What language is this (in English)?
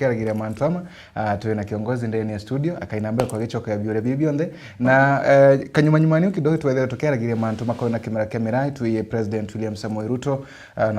Meru